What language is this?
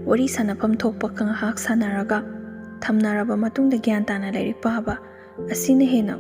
Manipuri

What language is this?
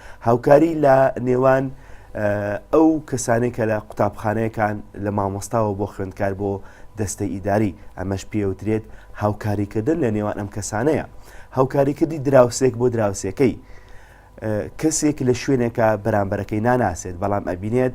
Central Kurdish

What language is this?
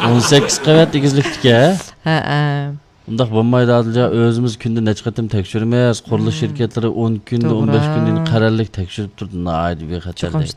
Uyghur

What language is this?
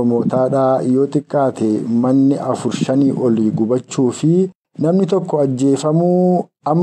Oromo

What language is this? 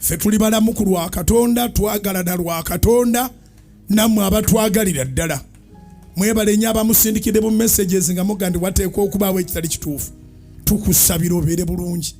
Ganda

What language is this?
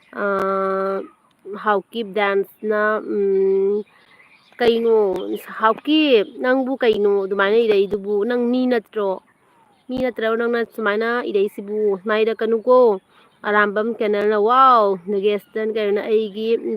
Manipuri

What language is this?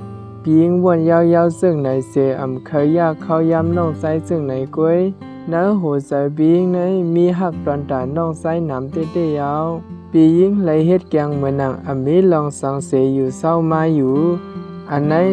Shan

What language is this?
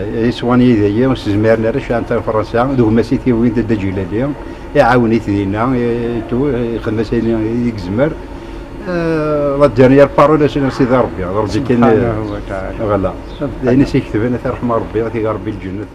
Kabyle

